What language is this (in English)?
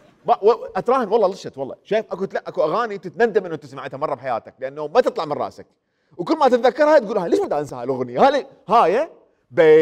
Mesopotamian Arabic